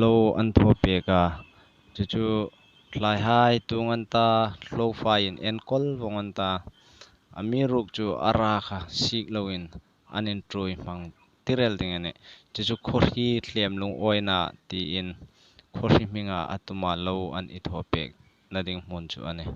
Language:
Hmar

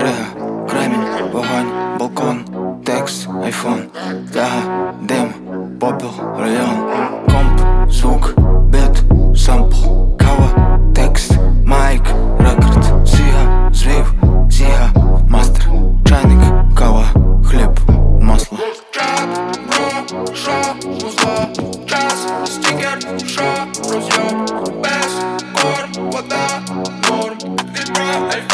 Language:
Ukrainian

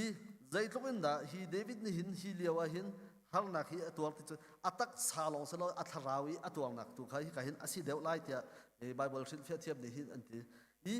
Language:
Hakha Chin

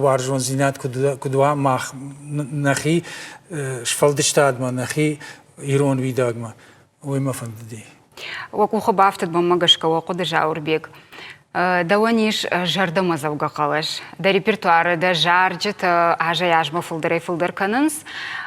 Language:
Ossetic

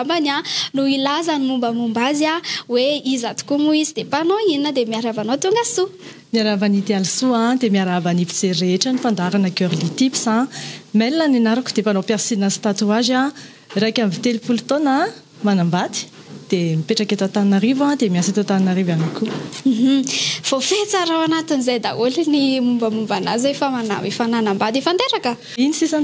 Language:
Malagasy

